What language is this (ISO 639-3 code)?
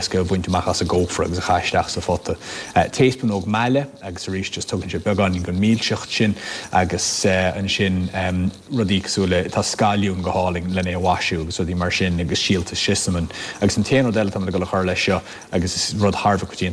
gle